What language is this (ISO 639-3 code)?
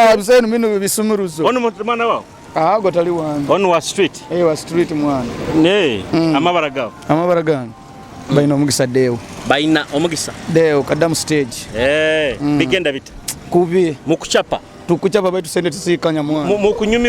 nyo